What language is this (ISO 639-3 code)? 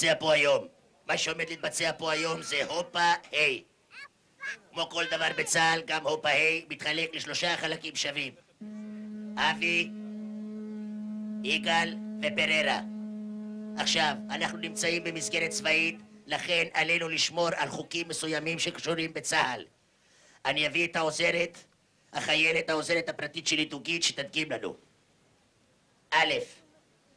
heb